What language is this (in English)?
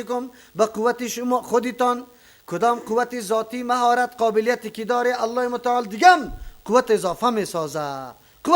Persian